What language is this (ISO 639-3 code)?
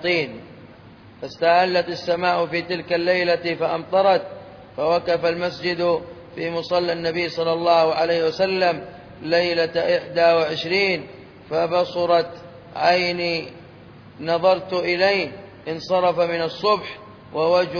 ara